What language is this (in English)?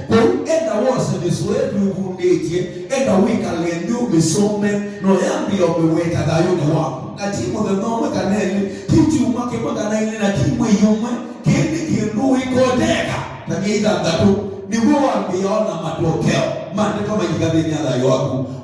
Kamba